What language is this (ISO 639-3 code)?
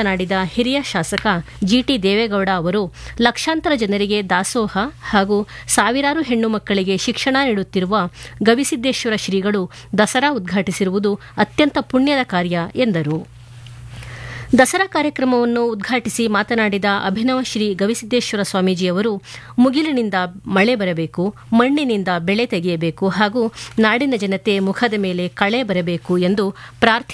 kan